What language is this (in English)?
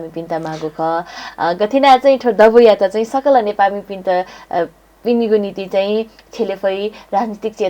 Newari